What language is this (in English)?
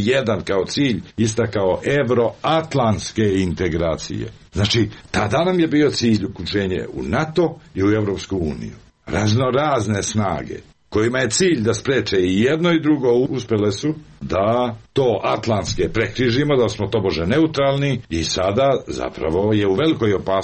Serbian